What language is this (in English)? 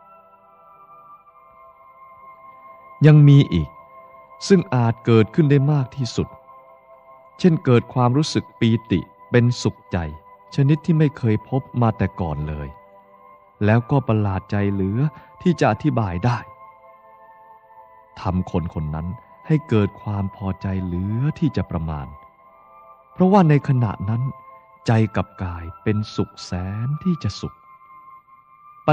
Thai